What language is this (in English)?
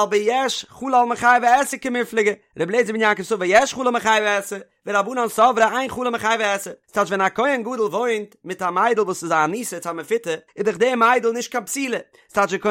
Yiddish